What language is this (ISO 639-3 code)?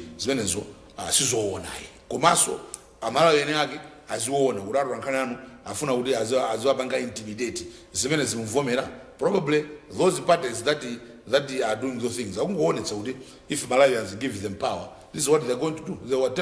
nya